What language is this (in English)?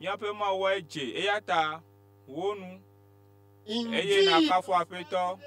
Ewe